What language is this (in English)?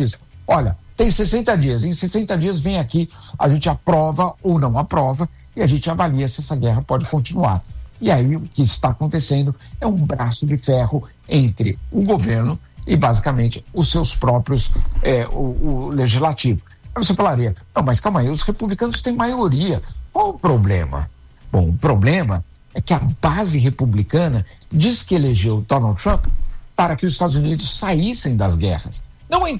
Portuguese